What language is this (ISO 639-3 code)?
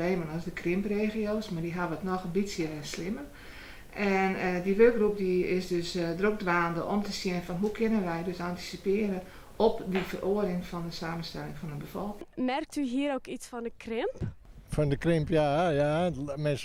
fry